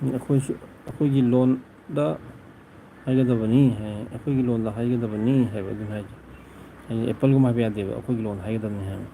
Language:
Manipuri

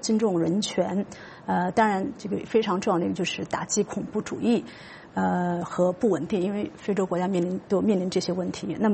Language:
Chinese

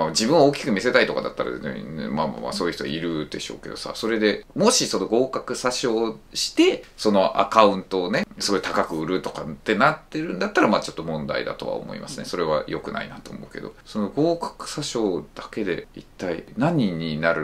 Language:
Japanese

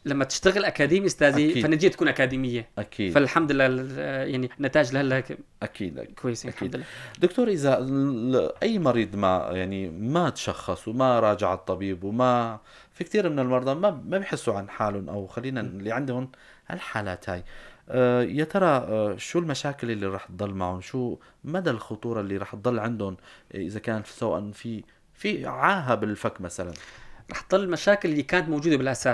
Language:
North Levantine Arabic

